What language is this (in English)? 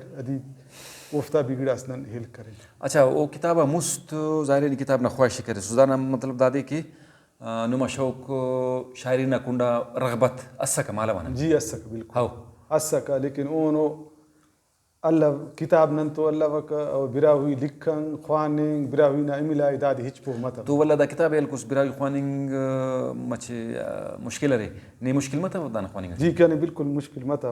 Brahui